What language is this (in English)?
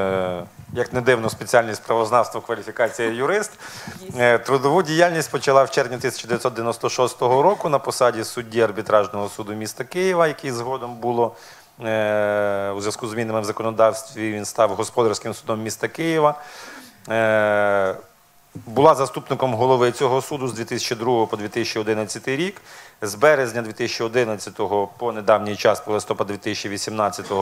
Ukrainian